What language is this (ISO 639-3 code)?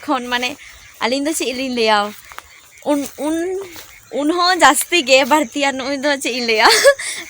sat